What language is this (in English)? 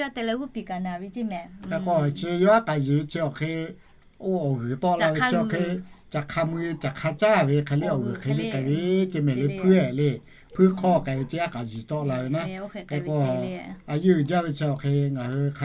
Lahu